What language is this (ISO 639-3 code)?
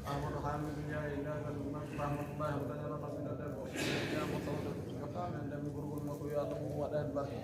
ful